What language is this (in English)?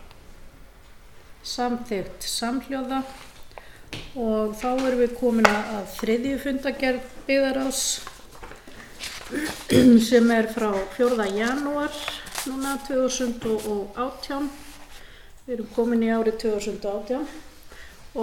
Icelandic